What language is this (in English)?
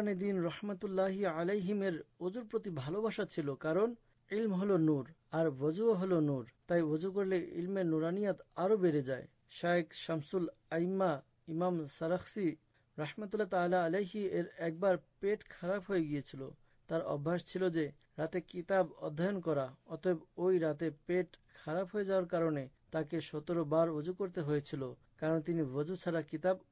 Bangla